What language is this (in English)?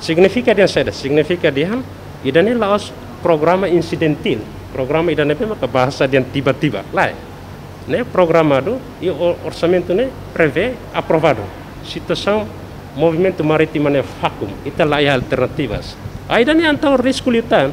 Tetum